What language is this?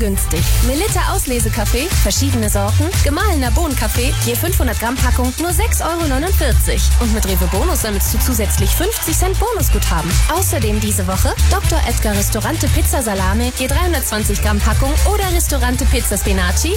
German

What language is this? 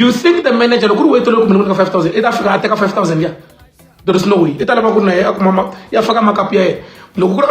Tsonga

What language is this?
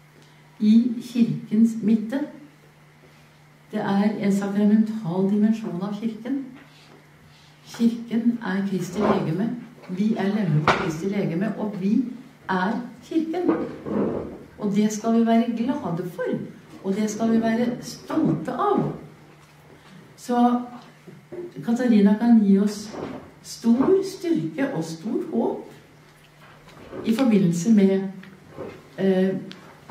Norwegian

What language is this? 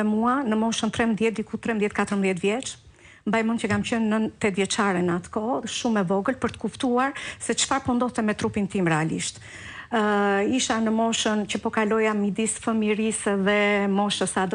Albanian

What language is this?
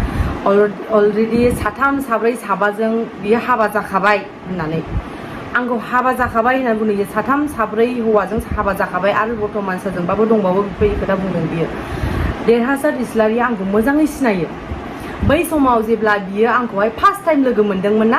Bodo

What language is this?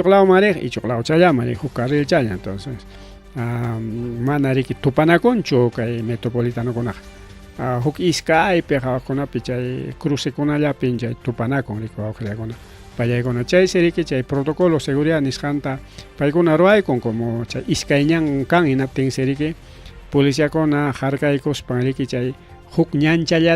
Ayacucho Quechua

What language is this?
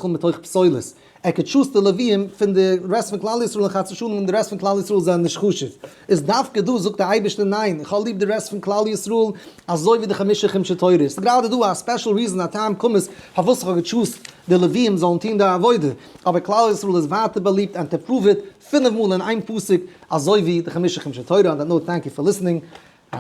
Yiddish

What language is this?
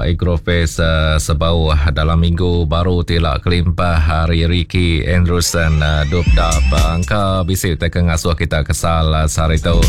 Iban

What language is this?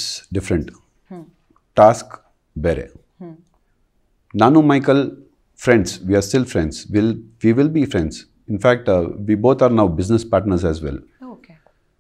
Kannada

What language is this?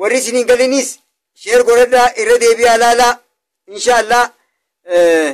Oromo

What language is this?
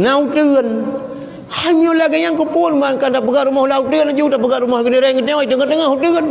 Achinese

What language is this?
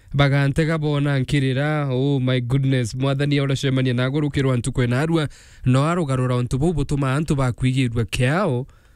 Meru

